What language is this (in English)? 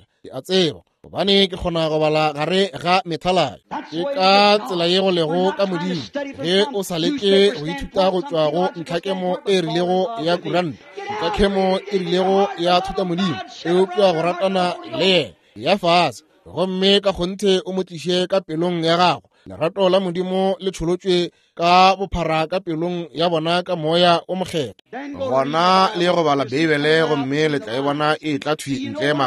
Northern Sotho